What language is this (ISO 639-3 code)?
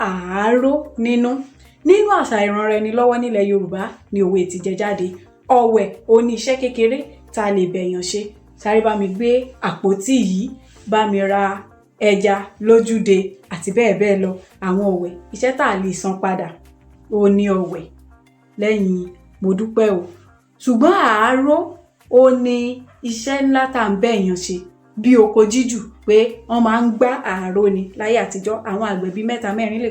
yor